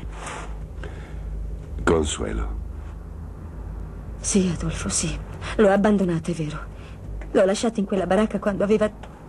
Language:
Italian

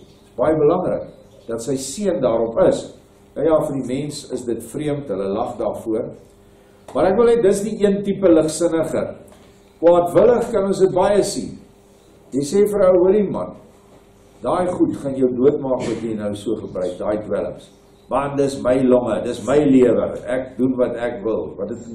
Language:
Afrikaans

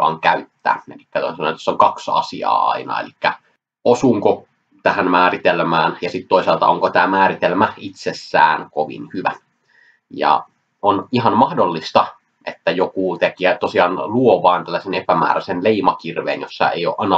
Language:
Finnish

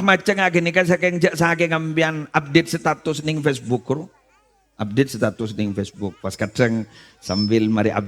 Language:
Madurese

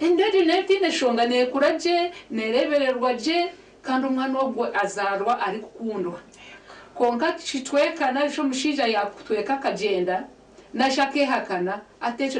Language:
Nyankole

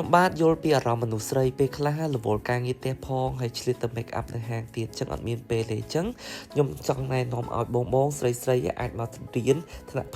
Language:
Khmer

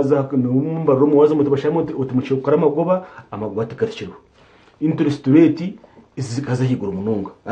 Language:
Nyankole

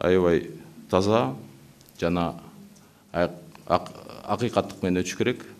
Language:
Kyrgyz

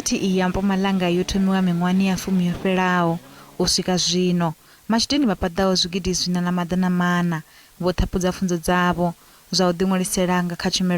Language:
Venda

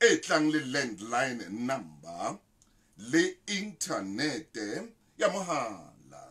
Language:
Southern Sotho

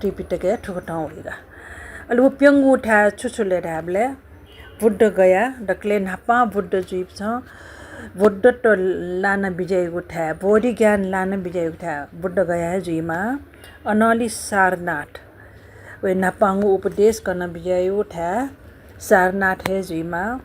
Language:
Newari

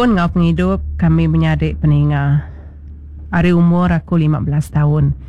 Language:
Iban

